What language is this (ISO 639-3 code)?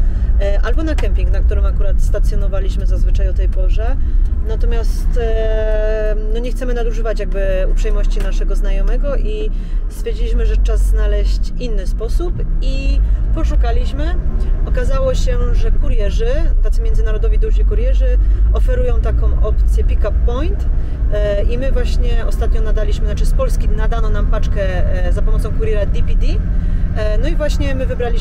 pol